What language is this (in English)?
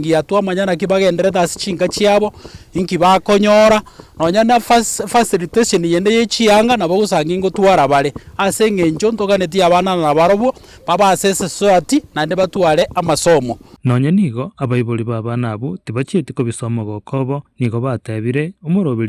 Gusii